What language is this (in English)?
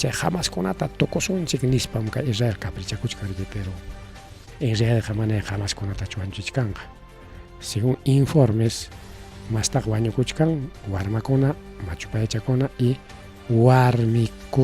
Ayacucho Quechua